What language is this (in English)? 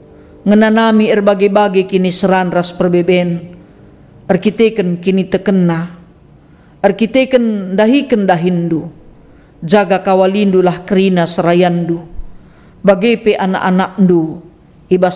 Batak Karo